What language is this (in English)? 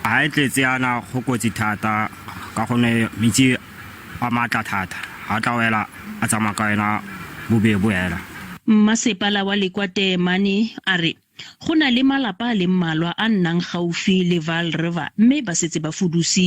Tswana